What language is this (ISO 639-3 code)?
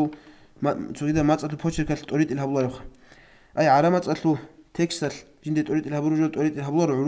ava